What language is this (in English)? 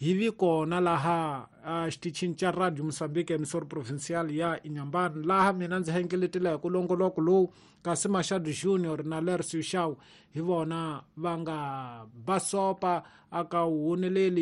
Tsonga